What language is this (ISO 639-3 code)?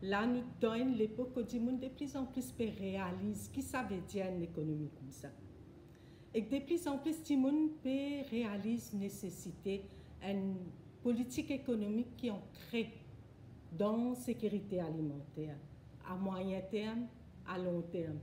mfe